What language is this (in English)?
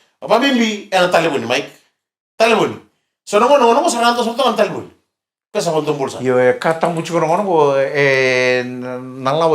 Fijian